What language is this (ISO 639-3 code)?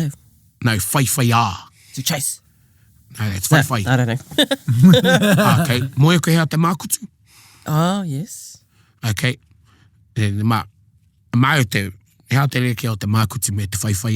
mri